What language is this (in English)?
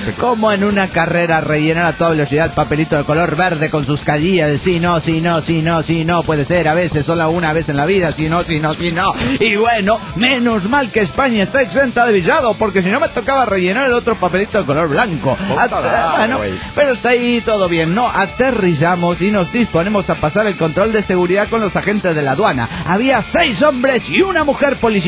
Spanish